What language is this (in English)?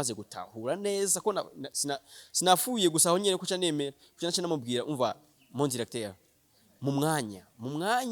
Rundi